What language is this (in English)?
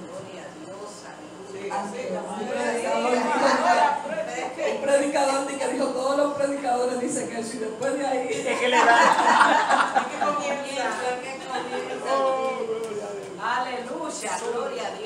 Spanish